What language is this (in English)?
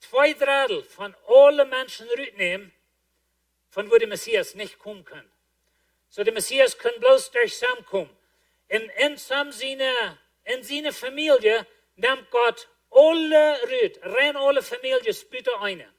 Plautdietsch